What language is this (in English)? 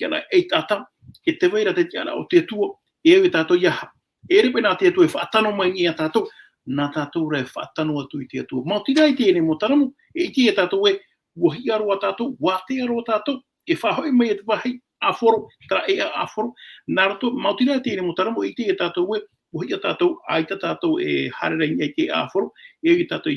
Tahitian